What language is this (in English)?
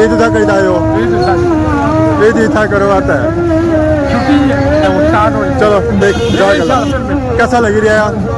Pahari-Potwari